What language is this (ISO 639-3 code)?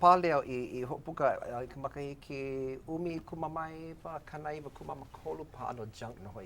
haw